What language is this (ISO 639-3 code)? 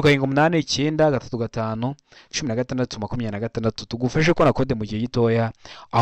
kin